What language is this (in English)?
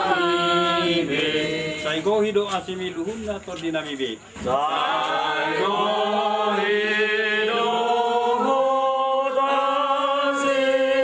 Batak Toba